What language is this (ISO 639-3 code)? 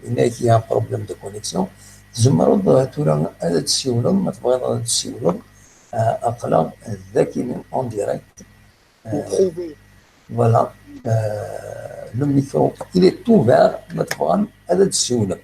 kab